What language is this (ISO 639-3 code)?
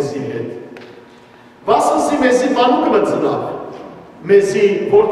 hyw